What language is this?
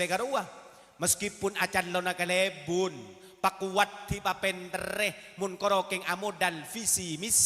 Madurese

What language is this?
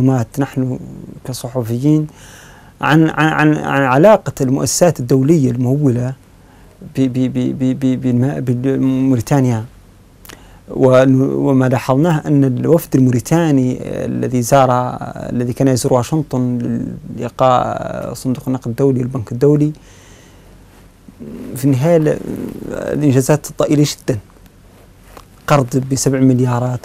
Arabic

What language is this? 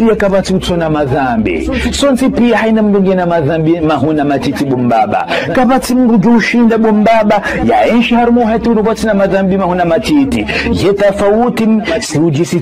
Ngazidja Comorian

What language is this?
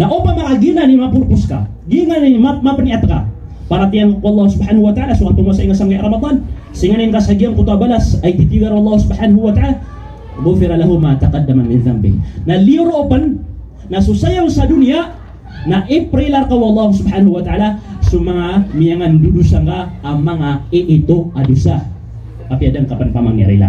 Maranao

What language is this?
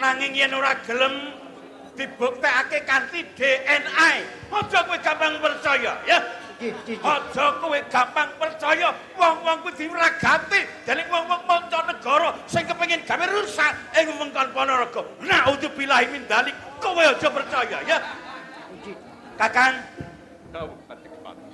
Javanese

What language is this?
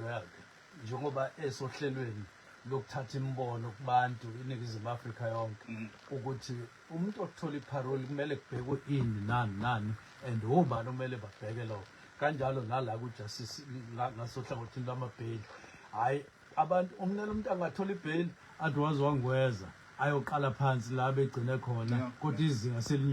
Zulu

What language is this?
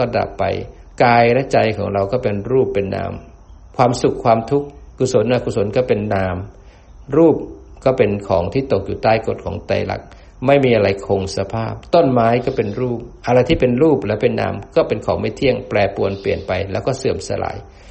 Thai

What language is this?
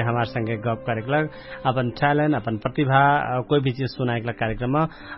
Dangaura Tharu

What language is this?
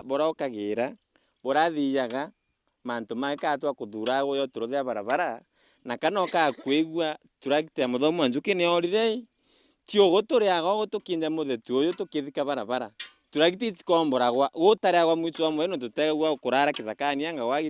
Meru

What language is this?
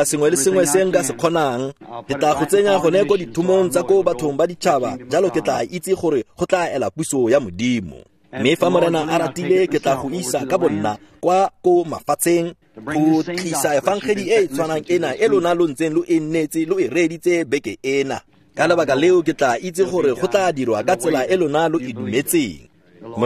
Tswana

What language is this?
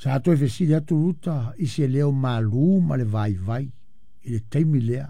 Samoan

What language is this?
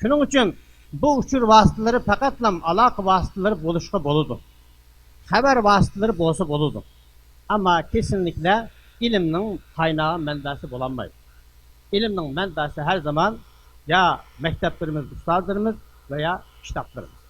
Uyghur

